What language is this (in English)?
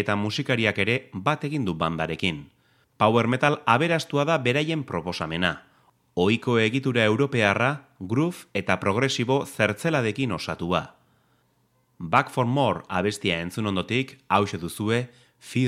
Basque